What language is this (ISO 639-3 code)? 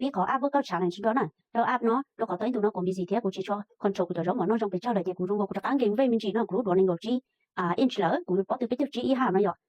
hmn